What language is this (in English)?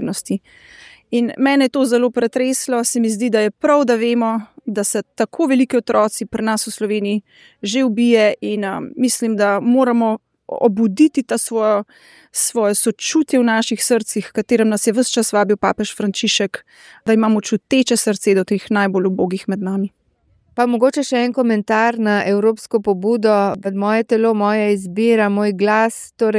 Slovenian